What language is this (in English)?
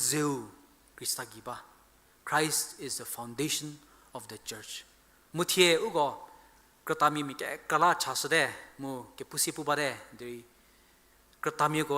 Angami Naga